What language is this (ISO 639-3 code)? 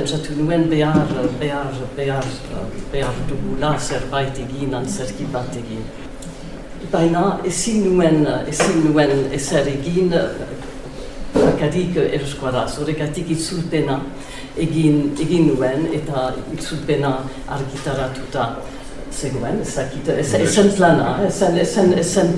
eus